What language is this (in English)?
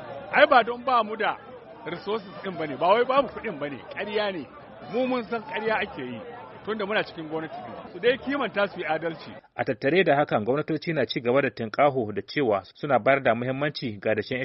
Hausa